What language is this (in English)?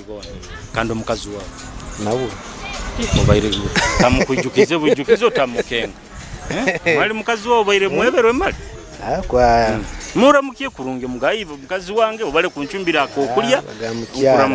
Nyoro